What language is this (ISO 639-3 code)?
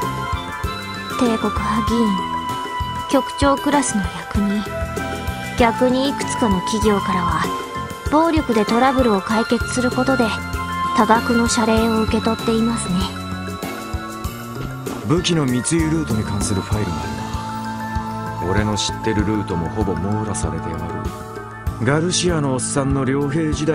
jpn